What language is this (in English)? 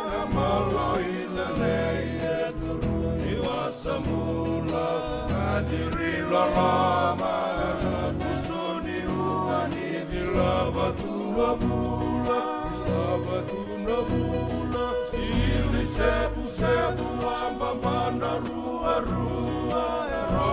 Fijian